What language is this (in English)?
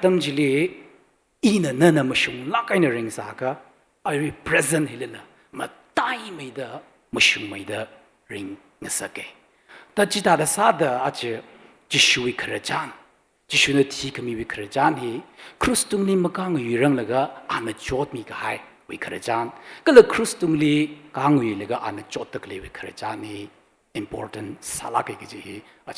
Tangkhul Naga (India)